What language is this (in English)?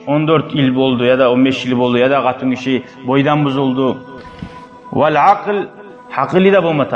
Kumyk